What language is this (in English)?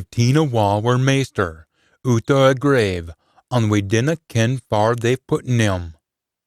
Scots